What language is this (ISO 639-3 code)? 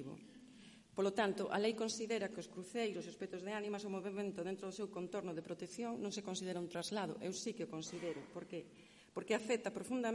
glg